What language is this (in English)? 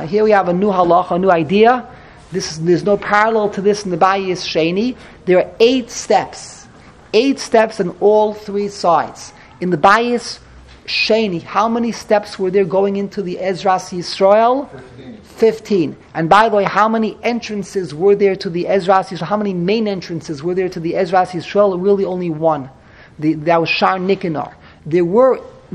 English